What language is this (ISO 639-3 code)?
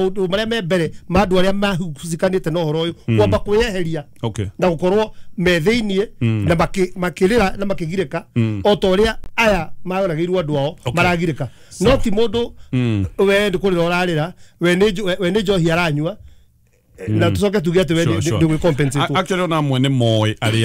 kik